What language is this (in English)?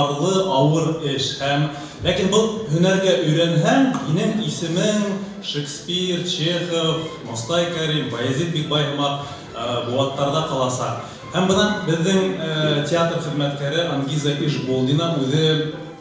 Bashkir